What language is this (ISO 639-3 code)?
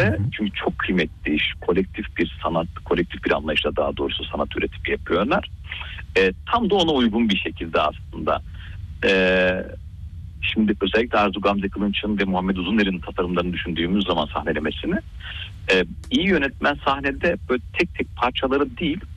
tur